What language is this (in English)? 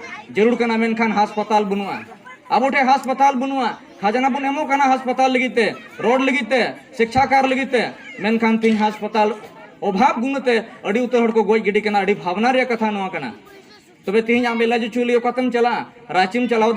Santali